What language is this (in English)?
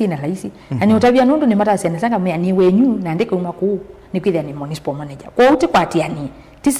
Kamba